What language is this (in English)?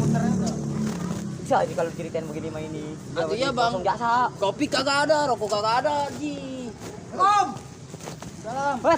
Betawi